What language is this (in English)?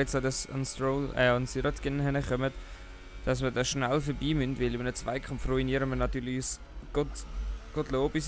Swiss German